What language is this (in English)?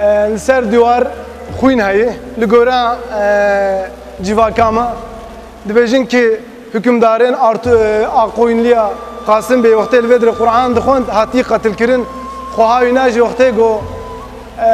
Kurdish